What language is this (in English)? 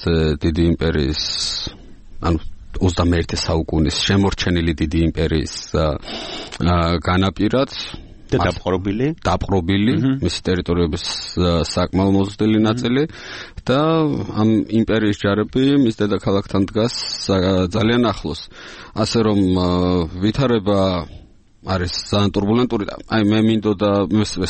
Georgian